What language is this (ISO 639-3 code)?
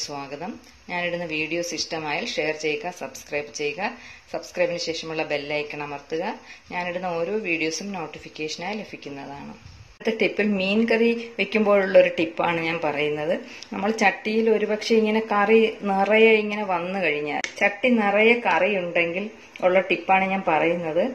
mal